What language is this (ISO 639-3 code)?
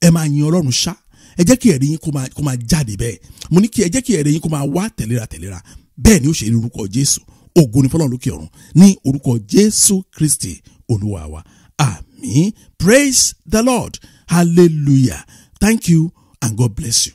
yor